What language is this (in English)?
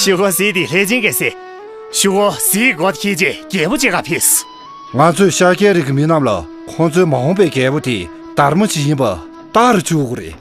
Tibetan